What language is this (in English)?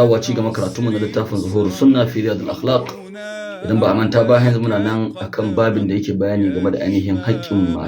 Hausa